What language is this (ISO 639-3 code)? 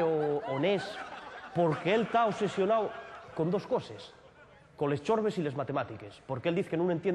ast